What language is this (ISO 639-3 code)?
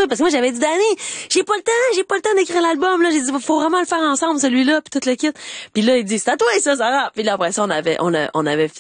fra